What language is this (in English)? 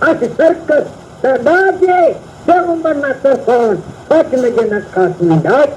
Brahui